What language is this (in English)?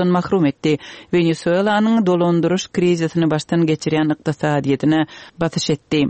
Turkmen